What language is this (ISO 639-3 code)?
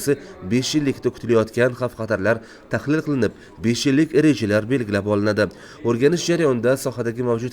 uzb